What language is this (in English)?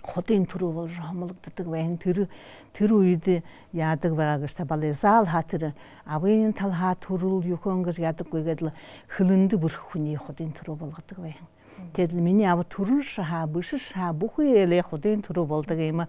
Buriat